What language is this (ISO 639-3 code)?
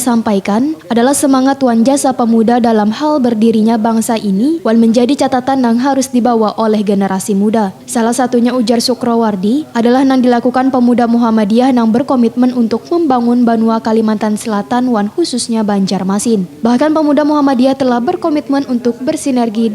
bjn